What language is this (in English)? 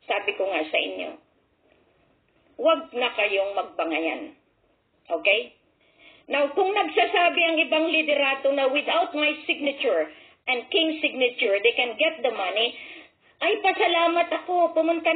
Filipino